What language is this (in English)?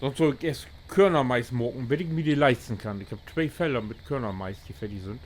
Low German